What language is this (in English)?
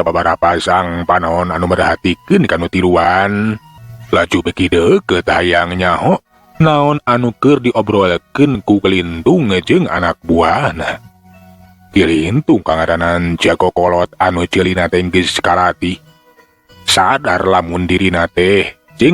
Sundanese